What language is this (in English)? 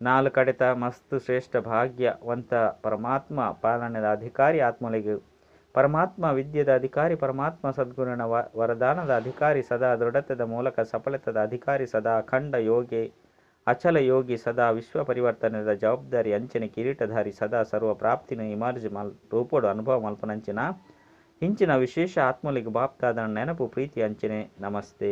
Tulu